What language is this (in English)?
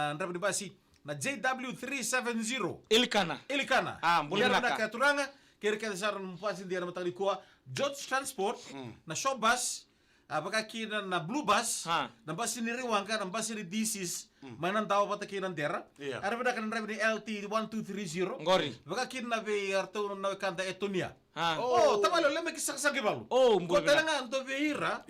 Fijian